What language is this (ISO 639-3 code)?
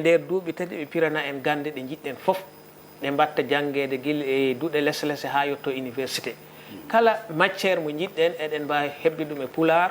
ful